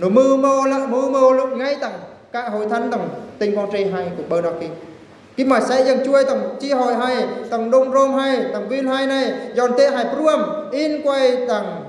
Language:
Eastern Bru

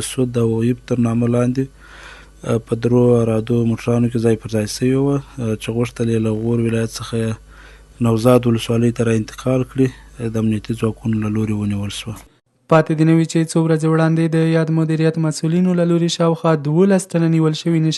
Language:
Pashto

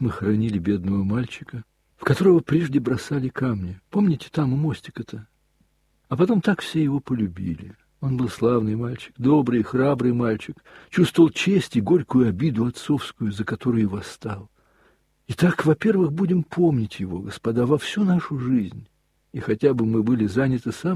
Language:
Russian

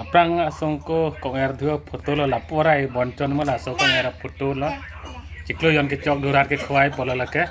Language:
Karbi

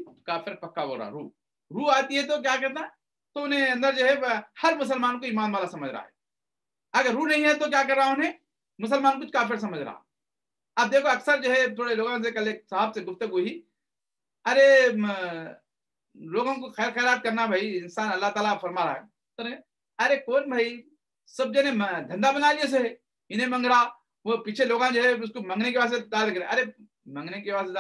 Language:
Urdu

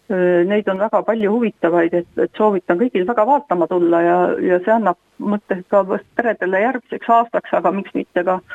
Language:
Estonian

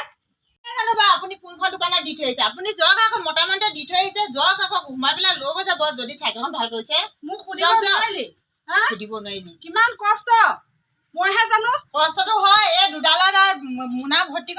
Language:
Assamese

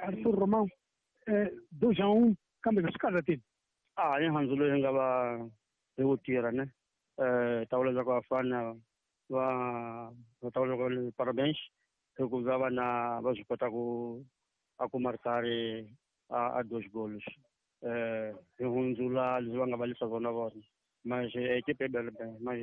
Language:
Tsonga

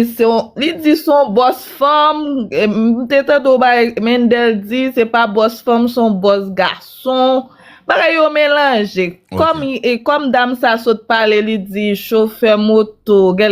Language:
Haitian Creole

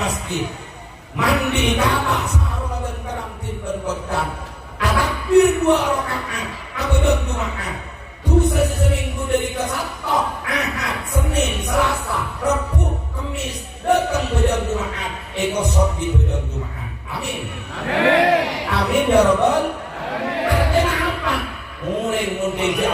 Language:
Madurese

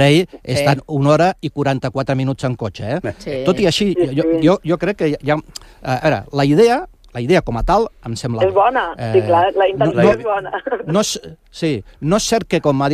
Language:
Catalan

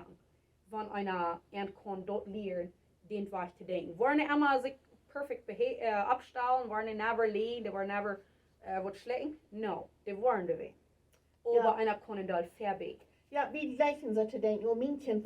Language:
Plautdietsch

